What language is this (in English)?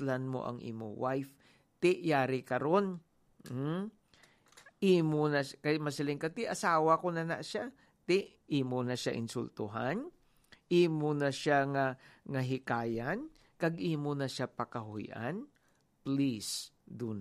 Hiligaynon